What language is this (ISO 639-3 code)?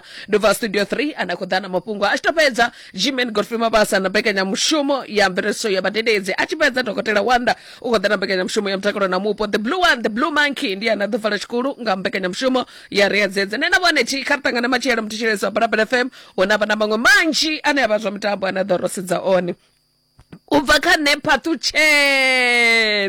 ven